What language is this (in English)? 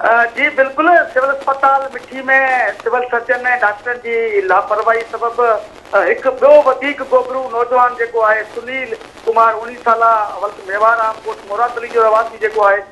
Sindhi